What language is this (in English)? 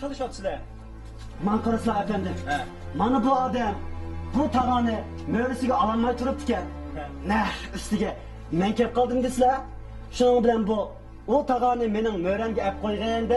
Bashkir